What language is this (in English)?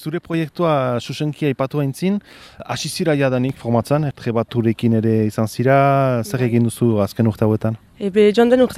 Basque